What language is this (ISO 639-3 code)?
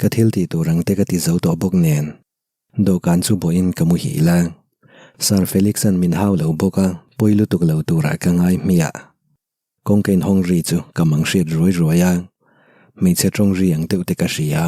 lus